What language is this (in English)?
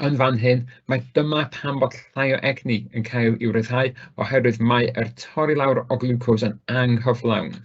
Welsh